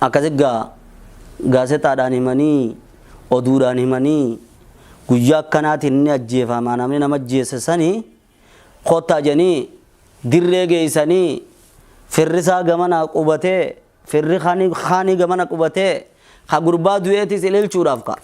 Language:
Oromo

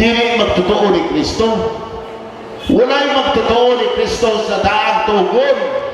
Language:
Cebuano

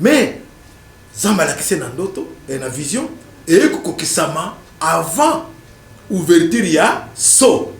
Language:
Lingala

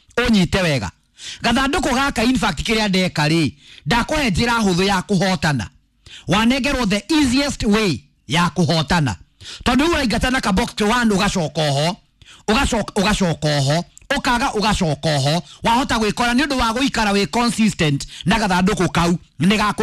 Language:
Kikuyu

